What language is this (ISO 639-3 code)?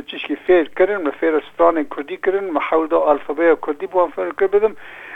kur